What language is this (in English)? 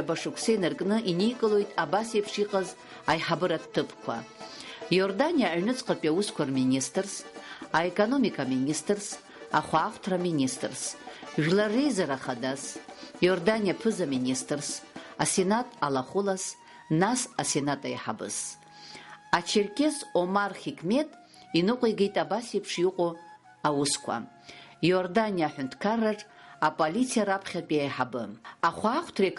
Abkhazian